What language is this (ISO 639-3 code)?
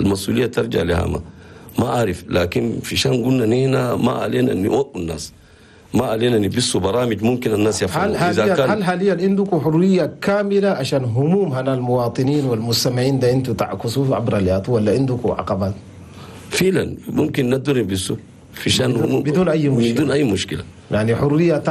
shu